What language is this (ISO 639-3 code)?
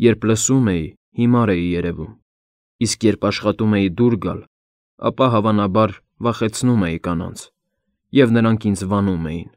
hye